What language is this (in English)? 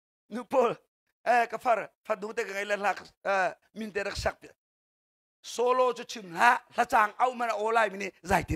Hakha Chin